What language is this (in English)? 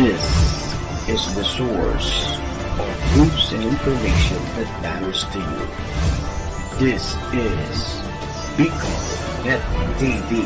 Bikol